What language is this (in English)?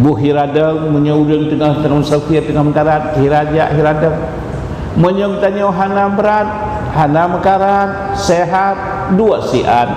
Achinese